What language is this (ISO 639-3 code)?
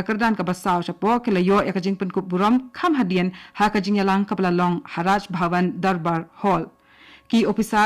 kha